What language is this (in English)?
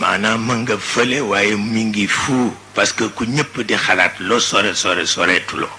Wolof